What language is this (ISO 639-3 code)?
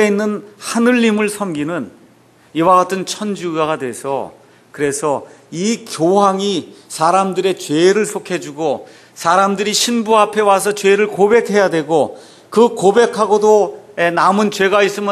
kor